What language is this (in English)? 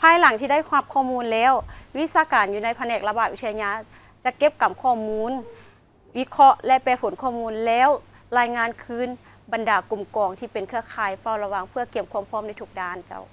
Lao